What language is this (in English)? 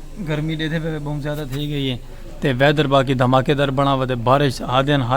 Saraiki